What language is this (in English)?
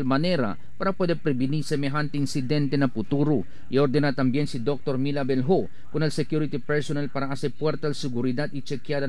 Chavacano